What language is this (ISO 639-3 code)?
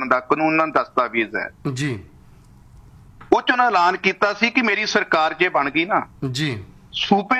pan